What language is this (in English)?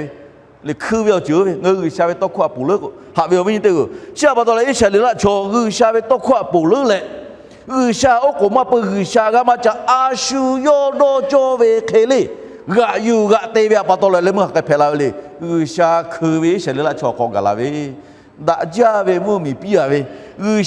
Lahu